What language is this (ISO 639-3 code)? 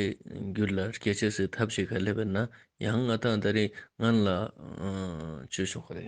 lbj